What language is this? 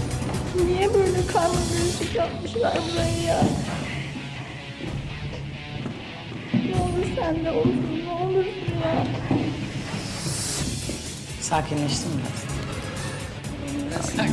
Turkish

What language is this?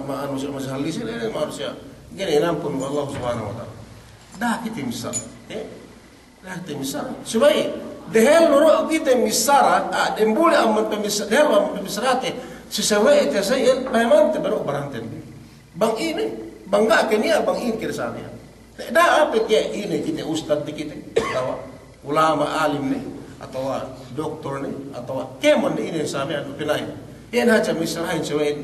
Yakan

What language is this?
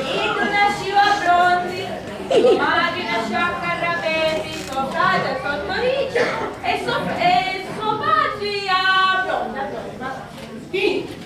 Sicilian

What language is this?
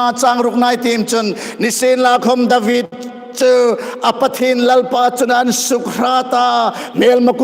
Hmar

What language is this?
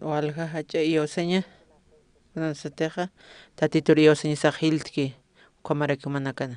Aymara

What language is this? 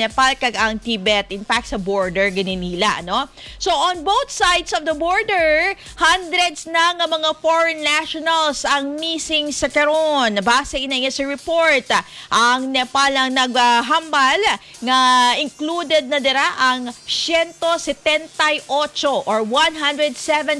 Hiligaynon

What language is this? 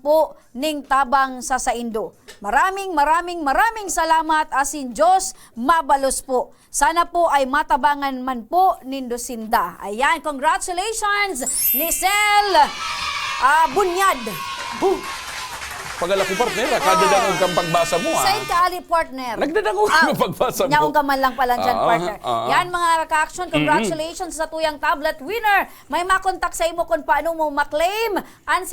Bikol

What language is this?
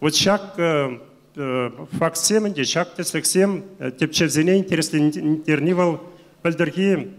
Chuvash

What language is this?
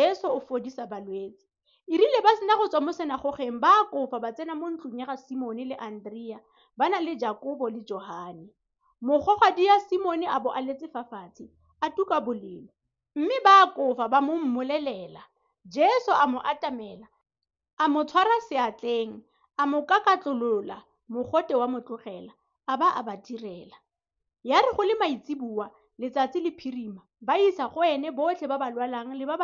Tswana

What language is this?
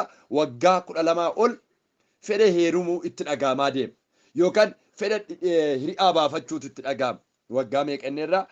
Oromo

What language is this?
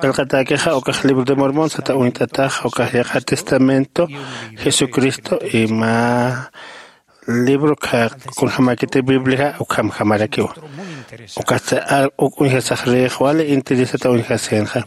Aymara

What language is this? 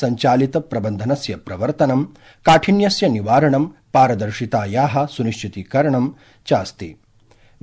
Sanskrit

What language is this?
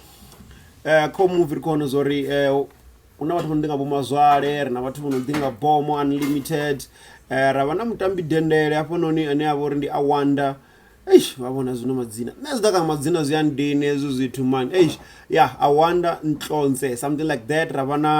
Venda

